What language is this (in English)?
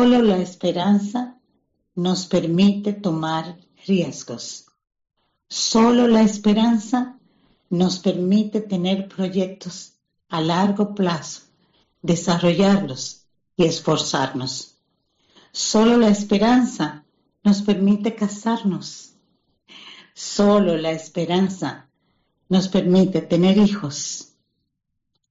Spanish